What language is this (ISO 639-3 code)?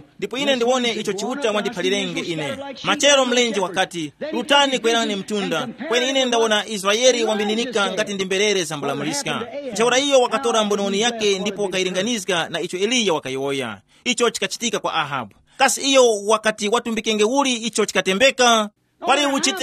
tum